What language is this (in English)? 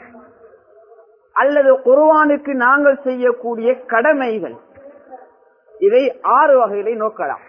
Tamil